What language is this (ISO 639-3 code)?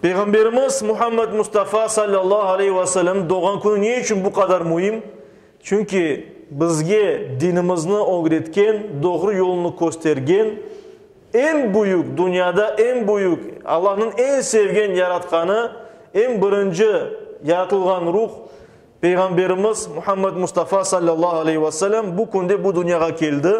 crh